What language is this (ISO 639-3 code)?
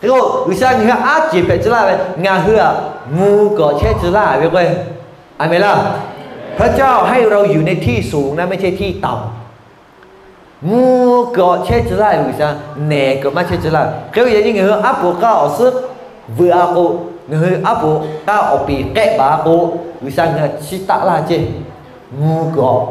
lhu